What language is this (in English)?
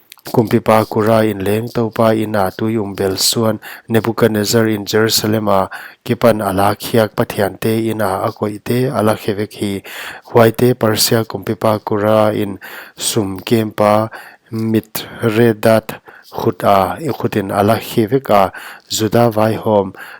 Paite Chin